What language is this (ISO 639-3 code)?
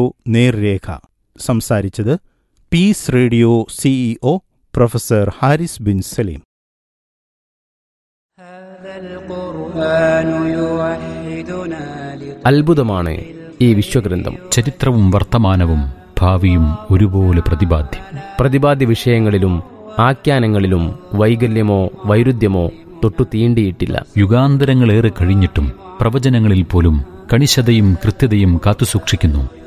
mal